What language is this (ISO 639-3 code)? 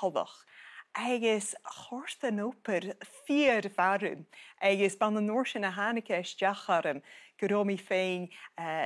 gla